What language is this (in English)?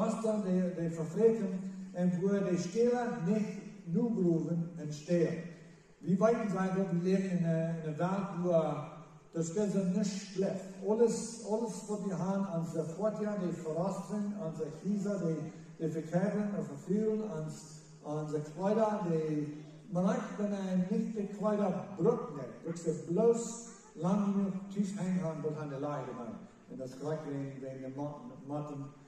Plautdietsch